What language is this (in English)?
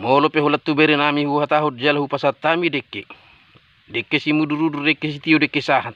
Batak Toba